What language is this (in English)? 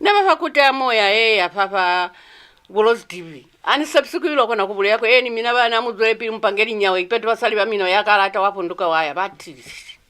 Lozi